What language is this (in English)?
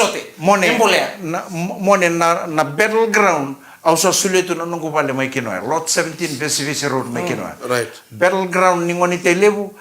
Fijian